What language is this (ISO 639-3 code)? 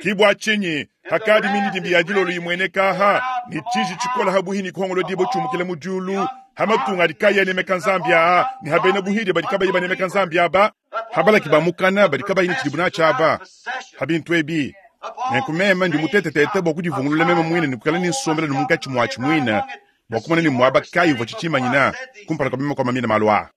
lua